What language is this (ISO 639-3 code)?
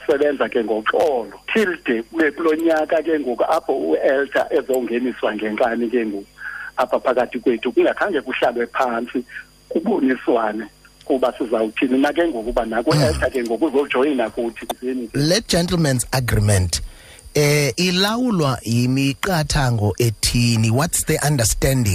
xho